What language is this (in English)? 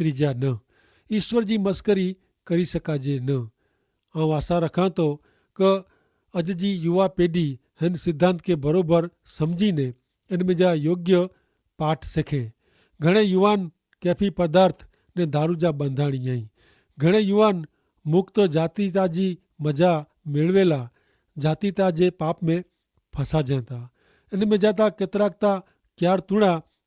Kachhi